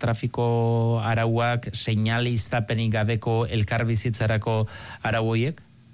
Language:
Basque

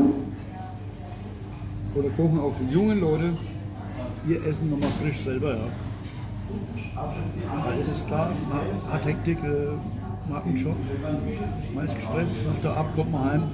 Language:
German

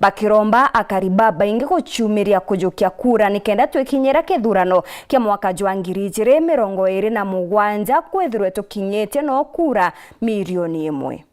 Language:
Meru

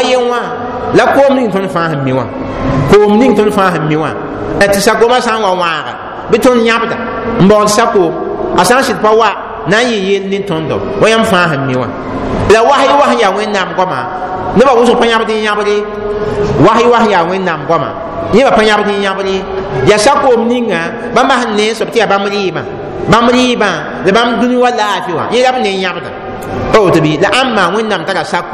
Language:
Mossi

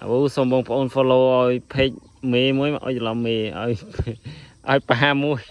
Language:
Khmer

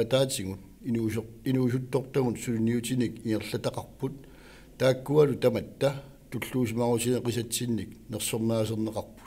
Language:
Kalaallisut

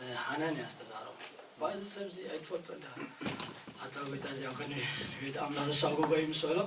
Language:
Tigrinya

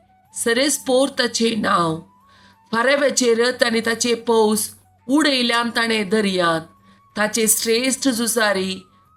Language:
Konkani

